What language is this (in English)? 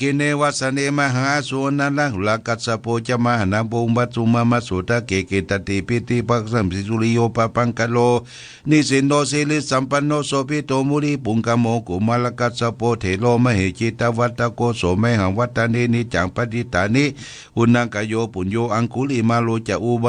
Pali